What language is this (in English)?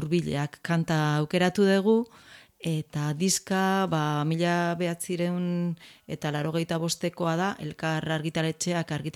Basque